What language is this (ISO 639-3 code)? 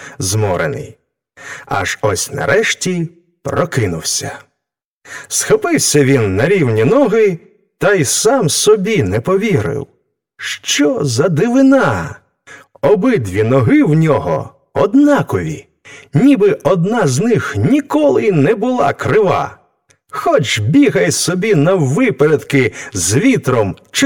ukr